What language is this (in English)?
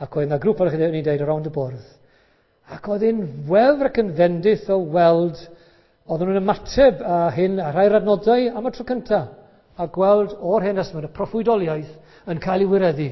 Welsh